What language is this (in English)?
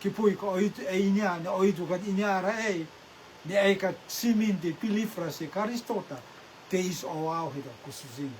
Rotuman